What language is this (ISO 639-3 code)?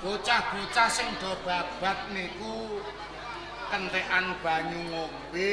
jav